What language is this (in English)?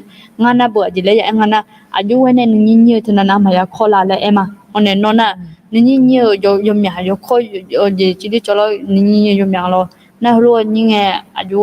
Akha